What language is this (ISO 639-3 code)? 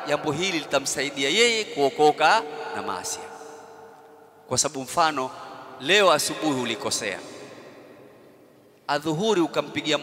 swa